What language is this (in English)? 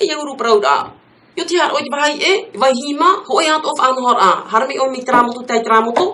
Tahitian